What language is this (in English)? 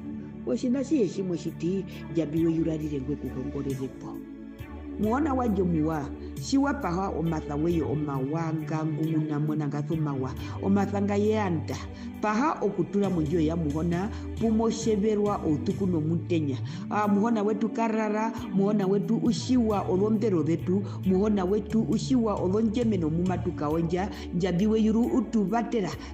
Herero